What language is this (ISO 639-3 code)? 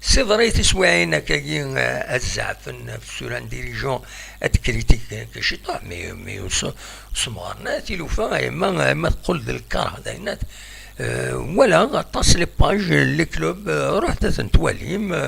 kab